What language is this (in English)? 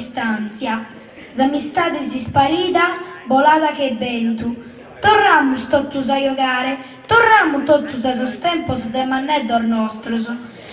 Sardinian